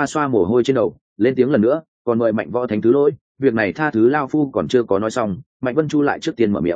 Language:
Vietnamese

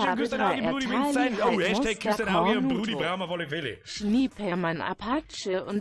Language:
Bavarian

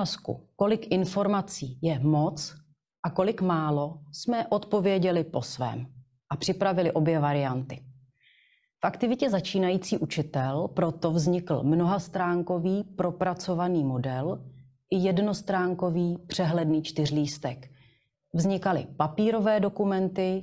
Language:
Czech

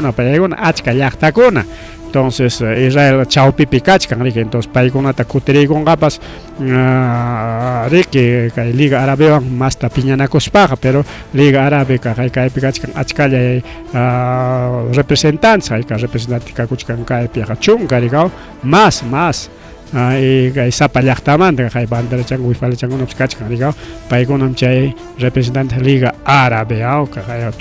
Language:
Ayacucho Quechua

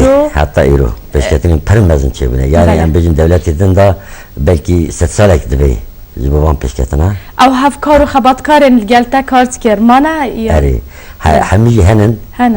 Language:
Kurdish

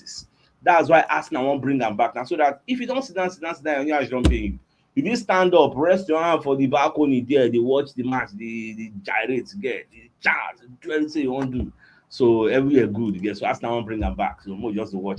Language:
Nigerian Pidgin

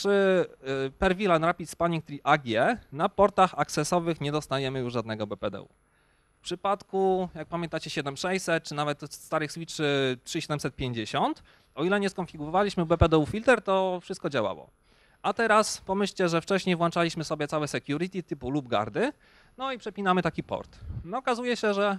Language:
Polish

